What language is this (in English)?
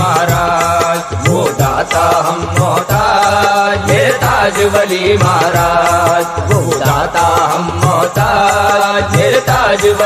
Hindi